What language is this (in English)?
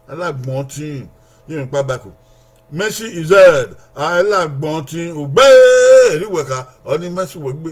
Bini